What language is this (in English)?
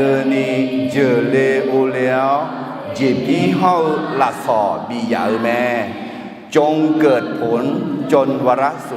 Akha